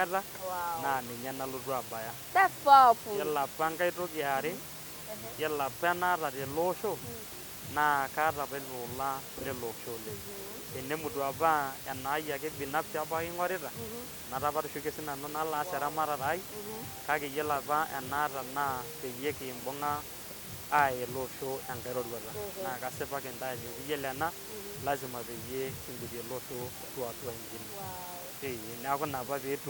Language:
Masai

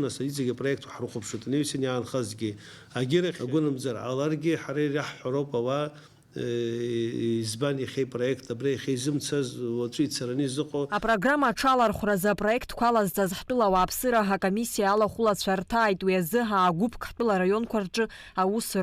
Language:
Abkhazian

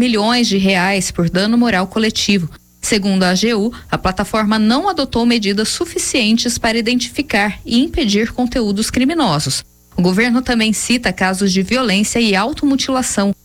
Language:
Portuguese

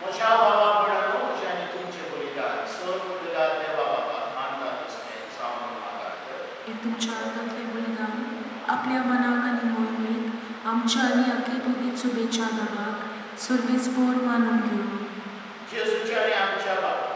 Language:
Konkani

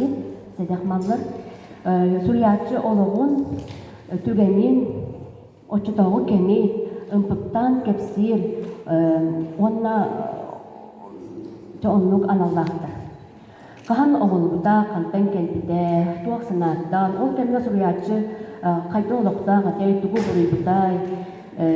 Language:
Yakut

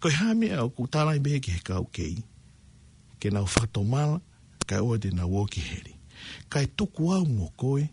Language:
Tongan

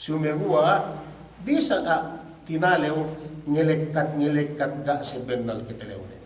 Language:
Yakan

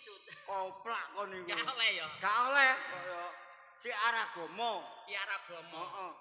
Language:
Javanese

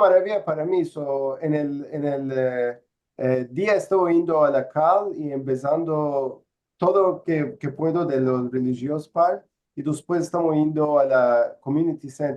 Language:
Ladino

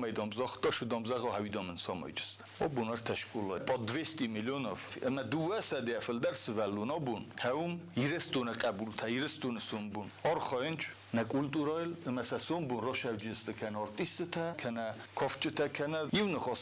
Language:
Ossetic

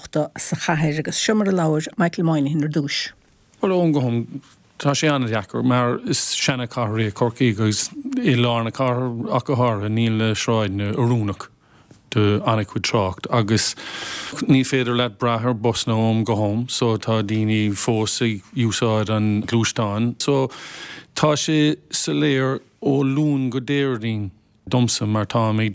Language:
Irish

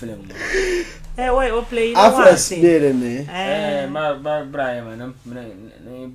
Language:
Dagbani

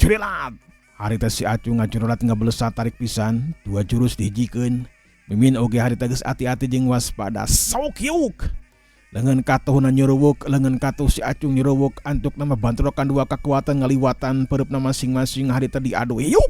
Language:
Sundanese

